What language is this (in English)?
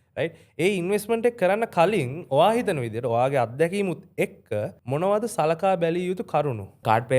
Sinhala